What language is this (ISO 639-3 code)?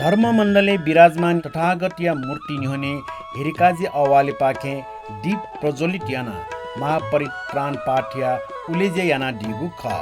new